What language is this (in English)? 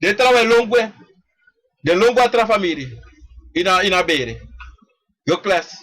Sranan Tongo